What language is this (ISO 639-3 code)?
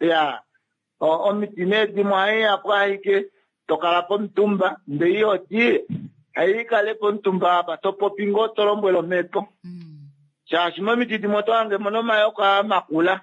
kua